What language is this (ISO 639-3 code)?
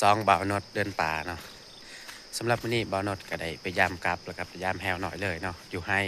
tts